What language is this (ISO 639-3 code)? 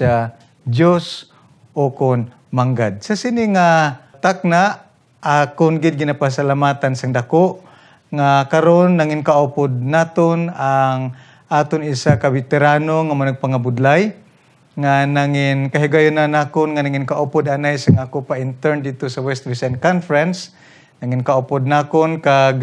hil